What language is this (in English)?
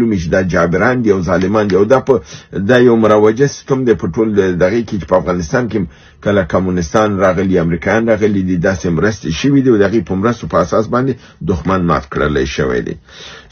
Pashto